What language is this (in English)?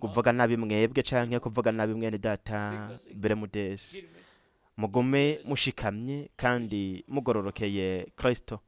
Rundi